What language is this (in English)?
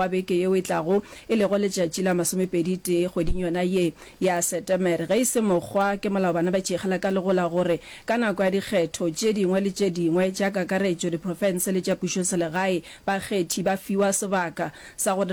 Northern Sotho